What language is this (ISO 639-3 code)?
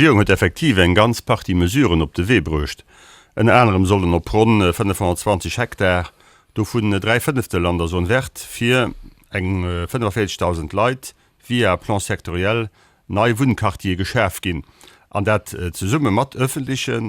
ltz